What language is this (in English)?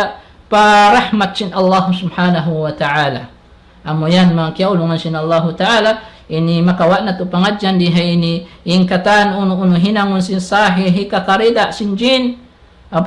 Tausug